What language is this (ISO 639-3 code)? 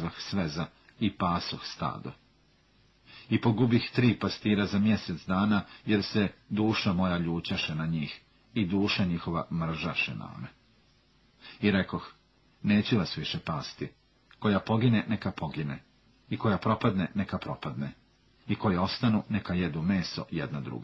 hrv